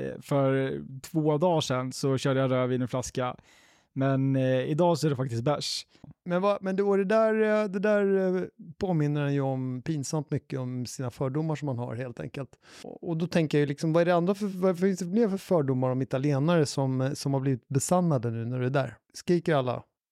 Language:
Swedish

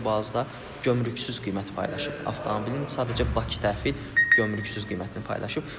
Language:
Azerbaijani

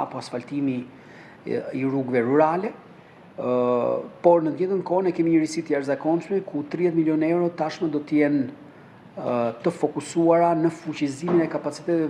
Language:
Albanian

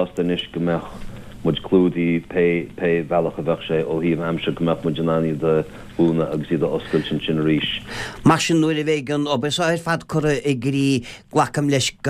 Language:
Irish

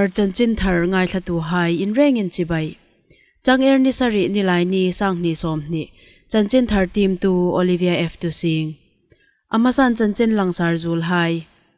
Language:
Hmar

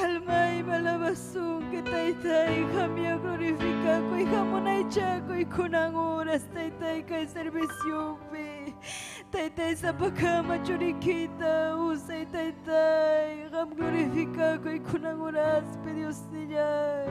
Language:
Ayacucho Quechua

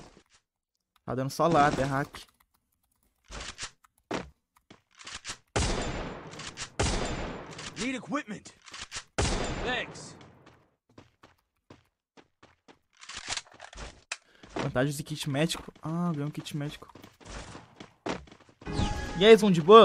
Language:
Portuguese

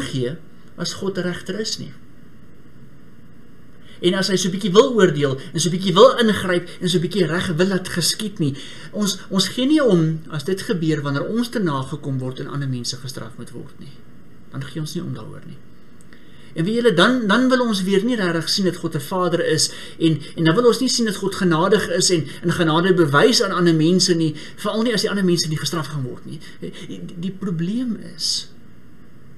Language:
Afrikaans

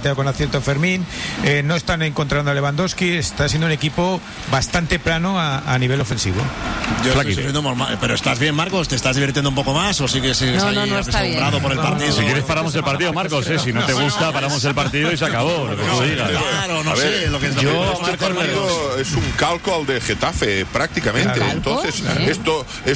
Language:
Spanish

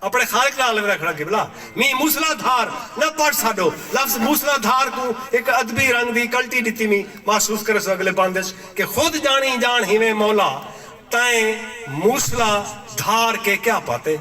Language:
Saraiki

